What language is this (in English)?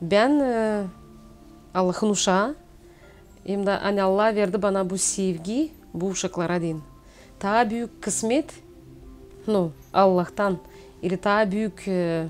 Gagauz